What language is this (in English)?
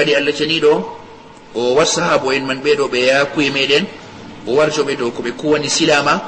Fula